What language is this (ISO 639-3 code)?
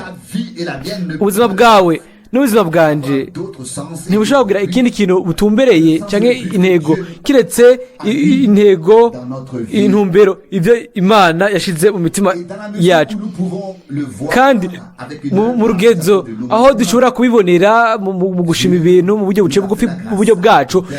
run